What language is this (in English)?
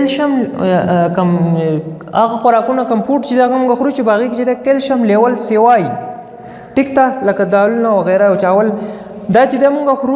Pashto